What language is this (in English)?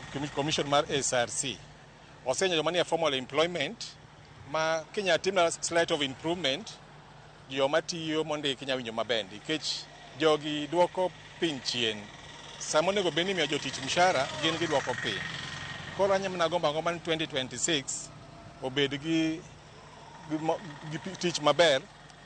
Luo (Kenya and Tanzania)